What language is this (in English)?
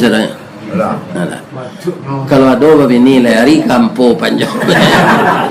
Minangkabau